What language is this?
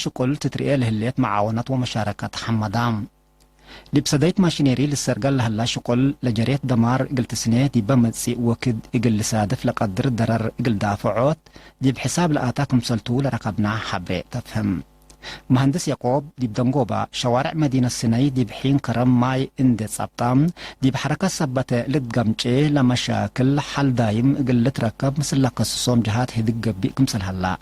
Tigre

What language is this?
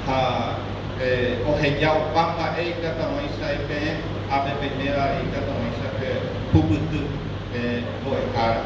Guarani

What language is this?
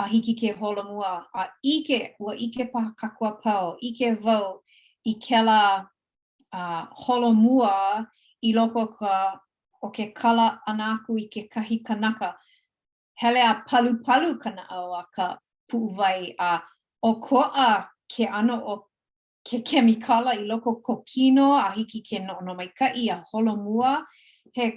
Hawaiian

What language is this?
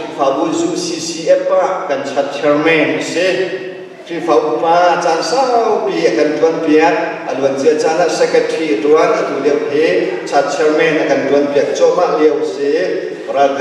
Hakha Chin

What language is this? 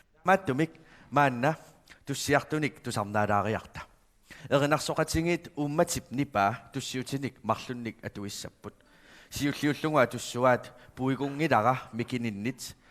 Kalaallisut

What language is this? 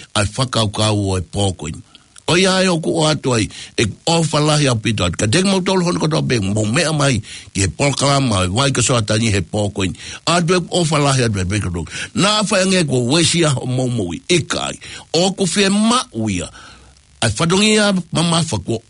Tongan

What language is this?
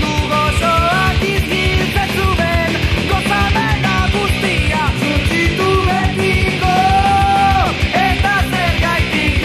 Basque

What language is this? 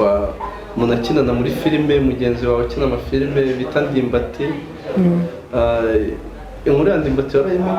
Kinyarwanda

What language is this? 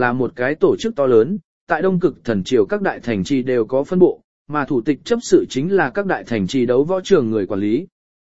Vietnamese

